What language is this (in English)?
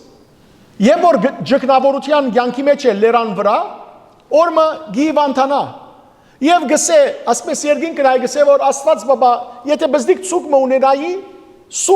Western Armenian